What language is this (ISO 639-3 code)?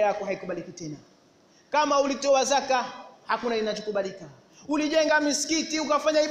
swa